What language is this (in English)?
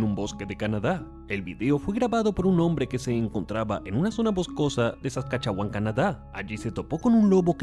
Spanish